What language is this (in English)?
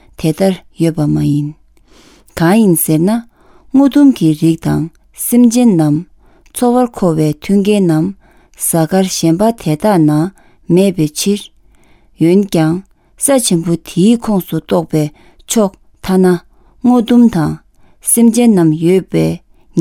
Tibetan